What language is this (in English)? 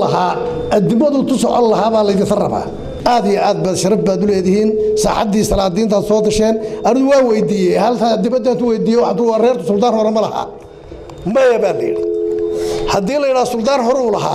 Somali